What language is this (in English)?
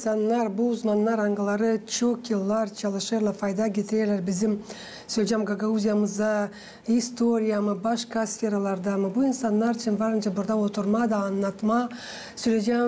Gagauz